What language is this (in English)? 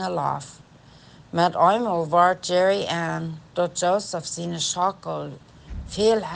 Plautdietsch